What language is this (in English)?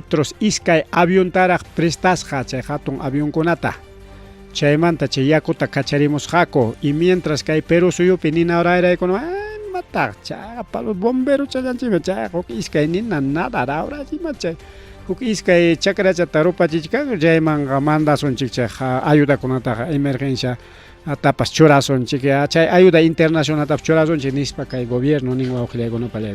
Ayacucho Quechua